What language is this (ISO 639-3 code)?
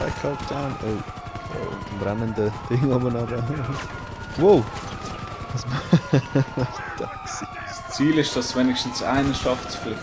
gsw